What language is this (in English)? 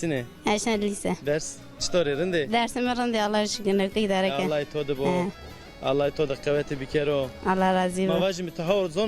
Zaza